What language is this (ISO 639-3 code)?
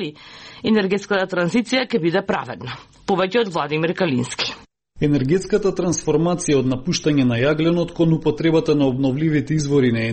mkd